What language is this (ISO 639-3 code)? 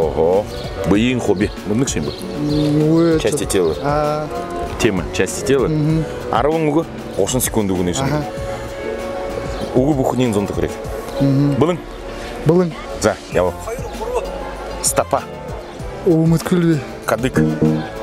kaz